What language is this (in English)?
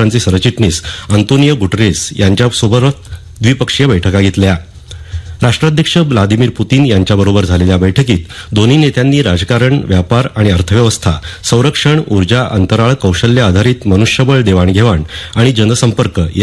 Marathi